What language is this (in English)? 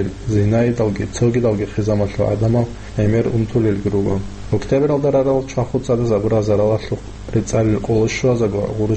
Avaric